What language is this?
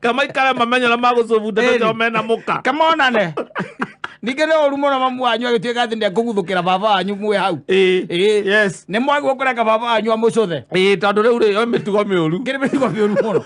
Kikuyu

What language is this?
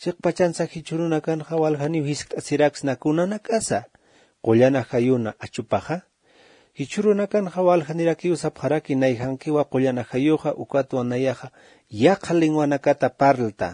Aymara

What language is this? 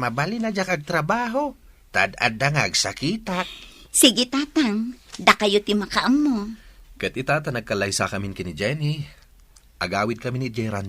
Iloko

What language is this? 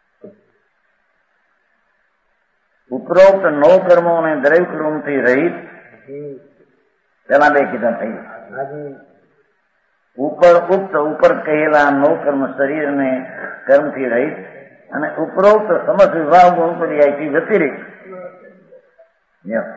Gujarati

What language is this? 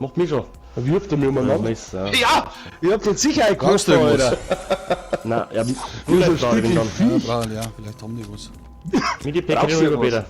Bavarian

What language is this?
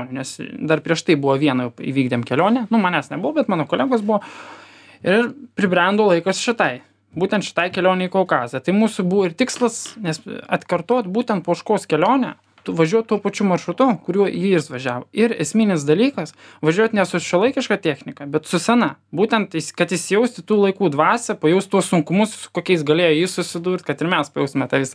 Lithuanian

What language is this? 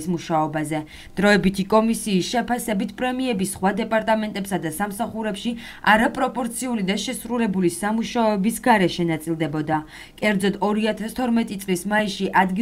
Georgian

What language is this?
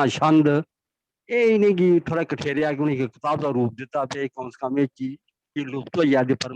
Dogri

